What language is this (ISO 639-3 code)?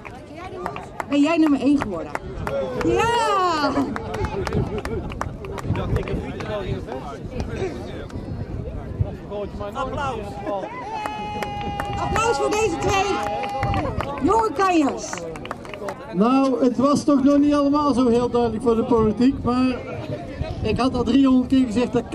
nld